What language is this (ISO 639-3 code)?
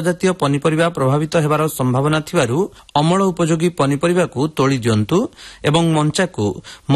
ori